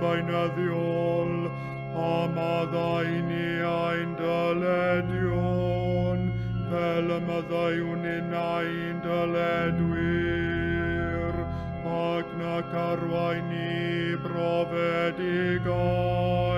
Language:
Welsh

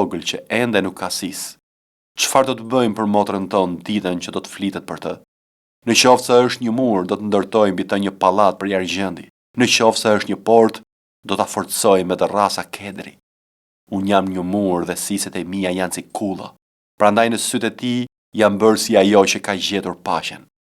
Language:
Albanian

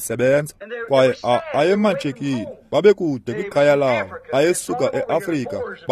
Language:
Xhosa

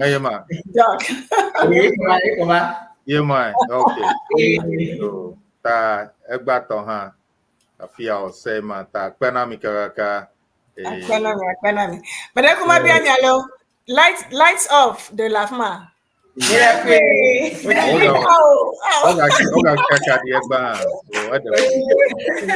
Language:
Ewe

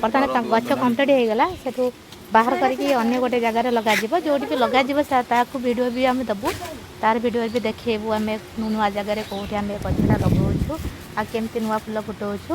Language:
Odia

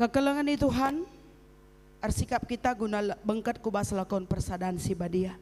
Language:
Batak Karo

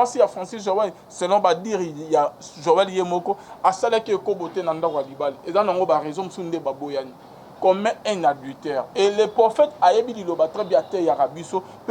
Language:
Lingala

